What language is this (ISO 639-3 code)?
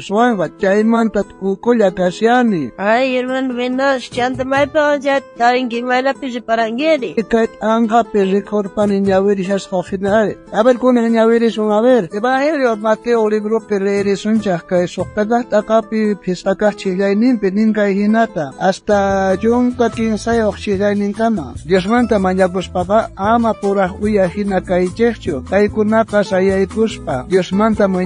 quh